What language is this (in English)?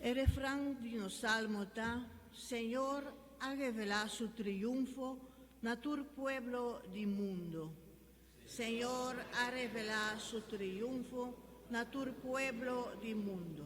Papiamento